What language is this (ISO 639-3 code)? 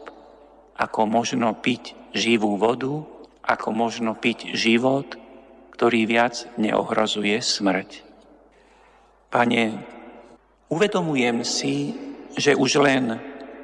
slk